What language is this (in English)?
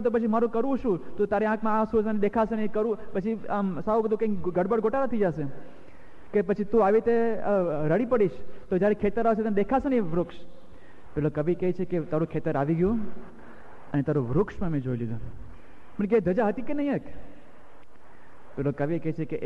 Gujarati